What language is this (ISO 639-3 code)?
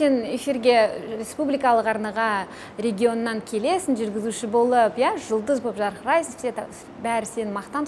kaz